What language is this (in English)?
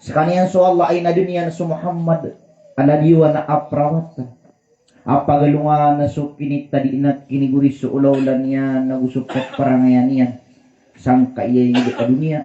Maranao